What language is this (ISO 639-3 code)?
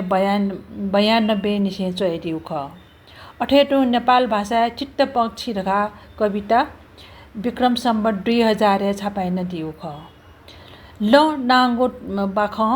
new